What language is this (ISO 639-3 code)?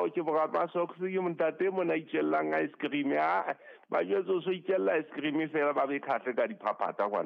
sot